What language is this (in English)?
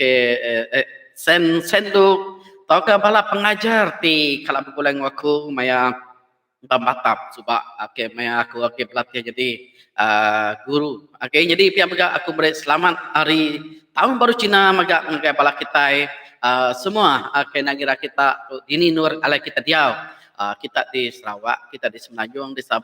Iban